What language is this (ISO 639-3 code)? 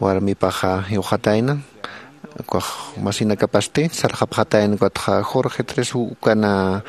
aym